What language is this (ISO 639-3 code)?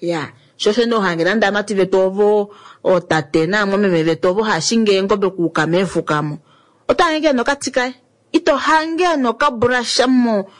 kua